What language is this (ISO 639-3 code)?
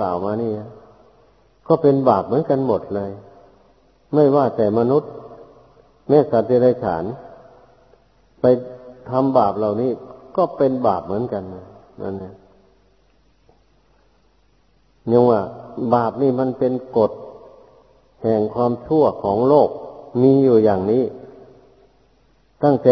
tha